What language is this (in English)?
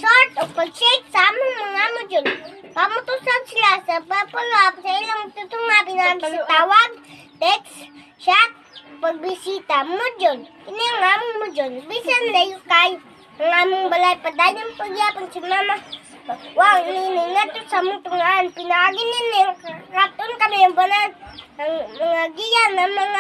Cebuano